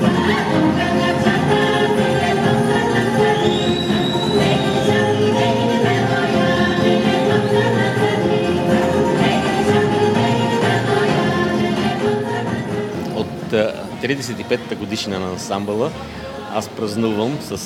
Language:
Bulgarian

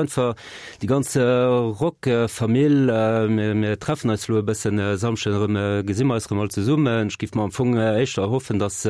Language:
Luxembourgish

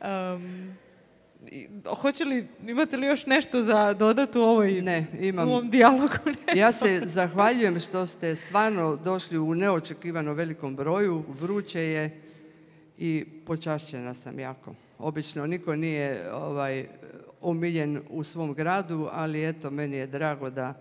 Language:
Croatian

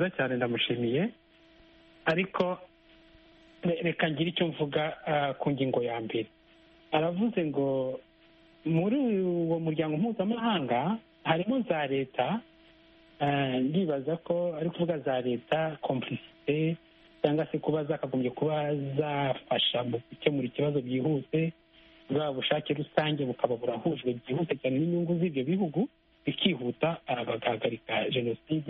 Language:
Kinyarwanda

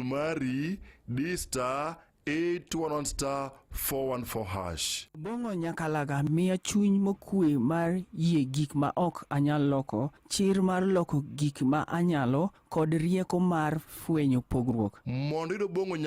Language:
Luo (Kenya and Tanzania)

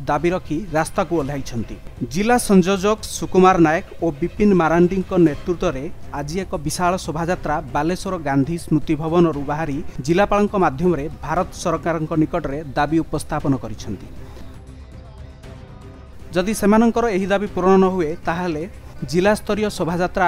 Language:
Odia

